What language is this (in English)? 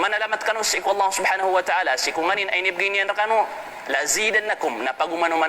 Maranao